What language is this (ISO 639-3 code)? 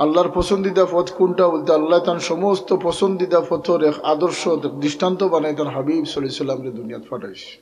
syl